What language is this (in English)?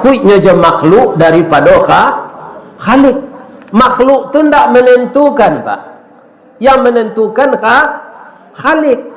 Minangkabau